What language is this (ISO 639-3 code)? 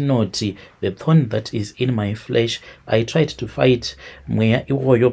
sna